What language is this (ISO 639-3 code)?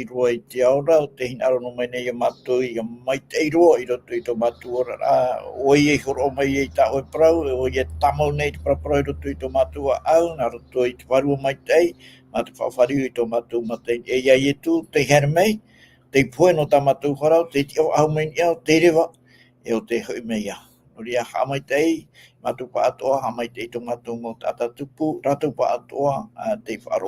tah